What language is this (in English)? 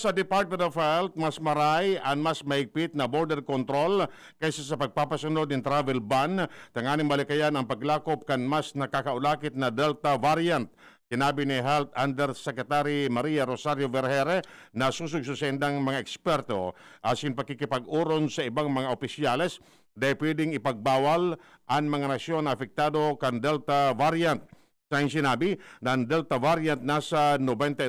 Bikol